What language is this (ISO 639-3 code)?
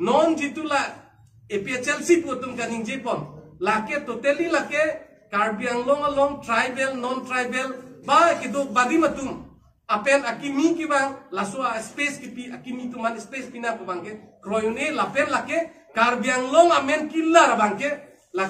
mjw